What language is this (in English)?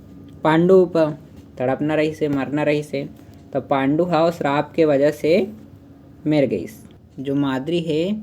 Chhattisgarhi